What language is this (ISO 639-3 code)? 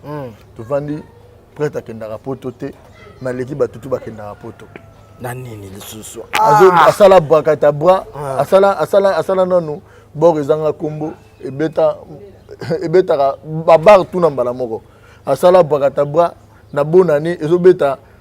lin